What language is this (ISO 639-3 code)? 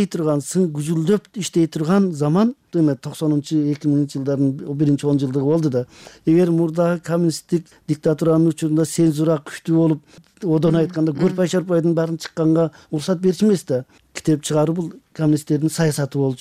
kir